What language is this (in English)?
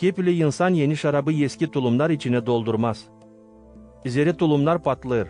Gagauz